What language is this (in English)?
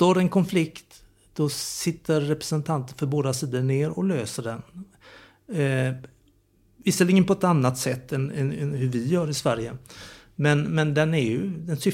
Swedish